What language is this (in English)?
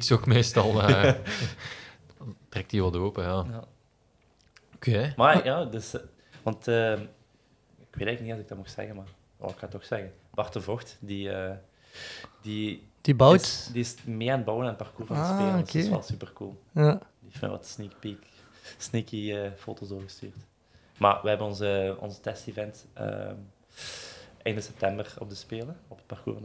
Dutch